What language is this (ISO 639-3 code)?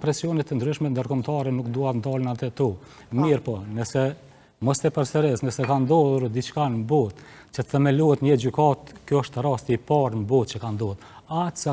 sqi